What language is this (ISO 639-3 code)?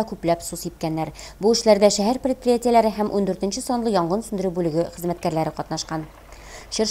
bak